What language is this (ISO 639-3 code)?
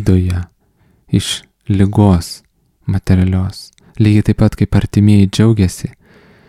lit